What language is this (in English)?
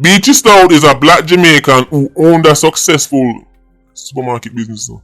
Jamaican Creole English